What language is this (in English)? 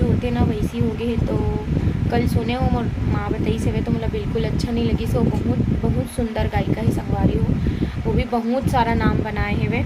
Chhattisgarhi